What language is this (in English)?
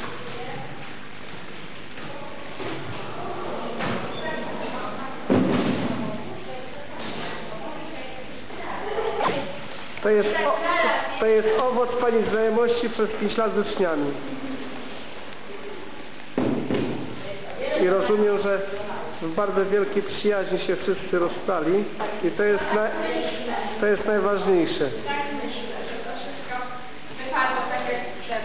Polish